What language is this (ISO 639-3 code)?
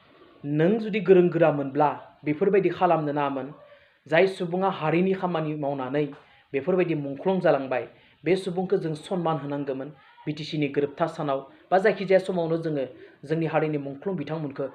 brx